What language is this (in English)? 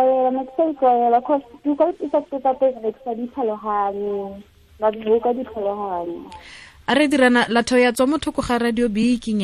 Tswana